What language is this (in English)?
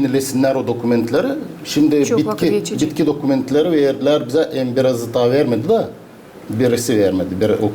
Gagauz